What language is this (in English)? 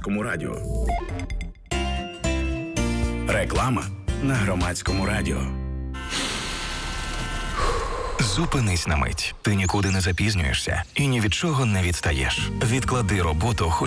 Ukrainian